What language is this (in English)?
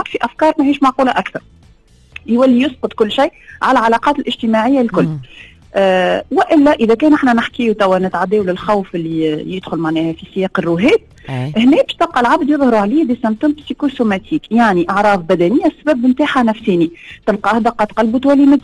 Tunisian Arabic